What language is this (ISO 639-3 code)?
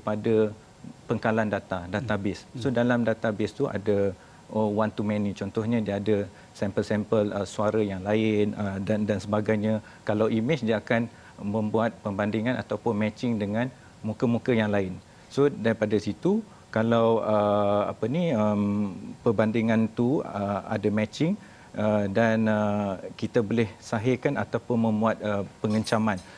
msa